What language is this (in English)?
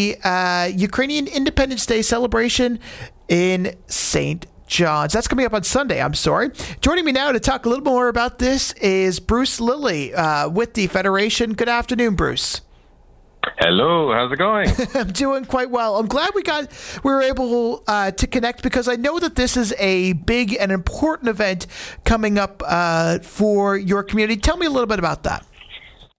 English